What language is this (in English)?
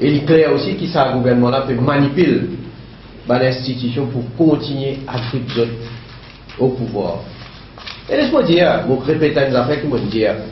Morisyen